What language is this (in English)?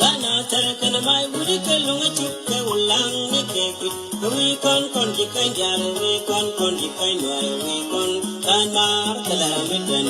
Nuer